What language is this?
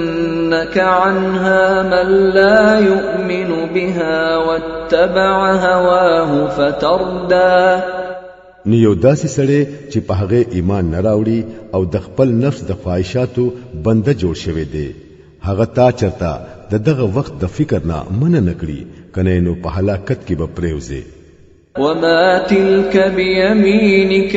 Pashto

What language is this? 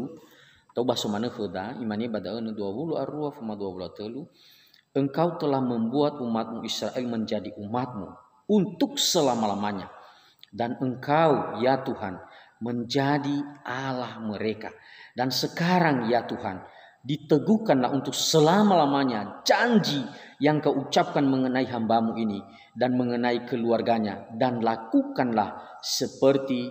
Nias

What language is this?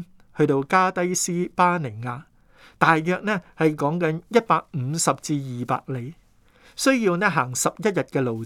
Cantonese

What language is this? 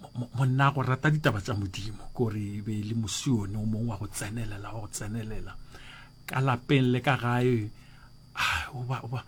Northern Sotho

